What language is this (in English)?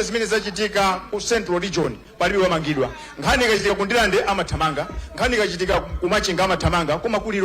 Nyanja